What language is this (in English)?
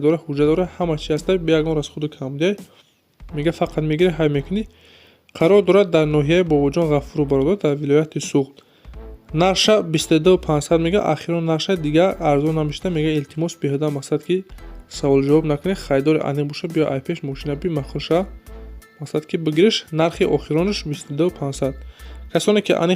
Tajik